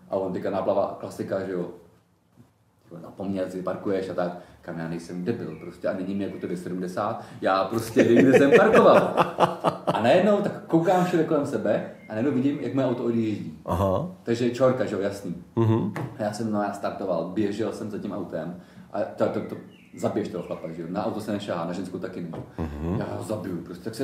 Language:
Czech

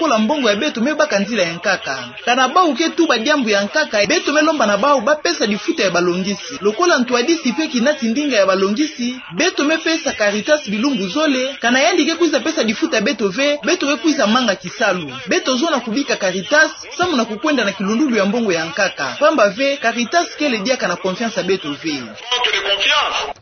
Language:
Kituba (Democratic Republic of Congo)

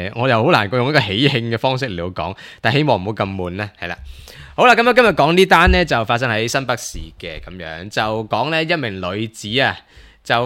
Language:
Cantonese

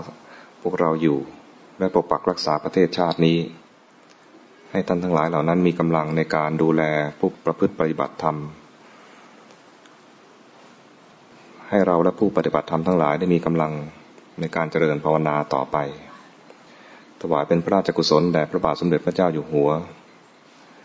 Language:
Thai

